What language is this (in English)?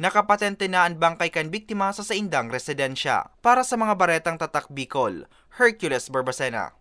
Bikol